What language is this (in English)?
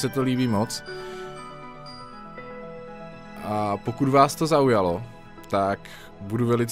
Czech